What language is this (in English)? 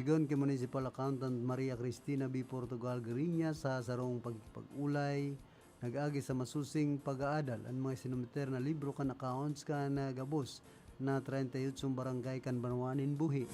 Bikol